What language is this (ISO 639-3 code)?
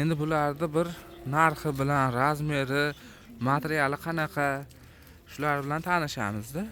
uzb